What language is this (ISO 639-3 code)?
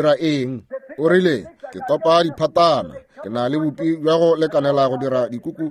nso